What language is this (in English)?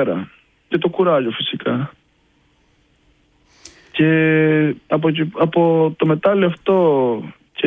Greek